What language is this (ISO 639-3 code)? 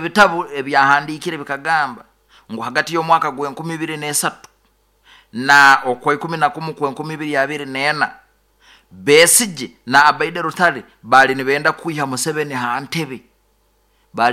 nyo